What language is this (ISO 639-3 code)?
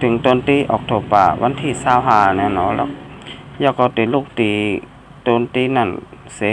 shn